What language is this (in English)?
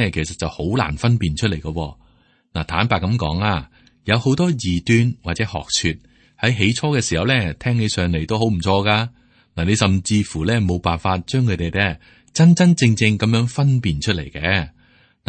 Cantonese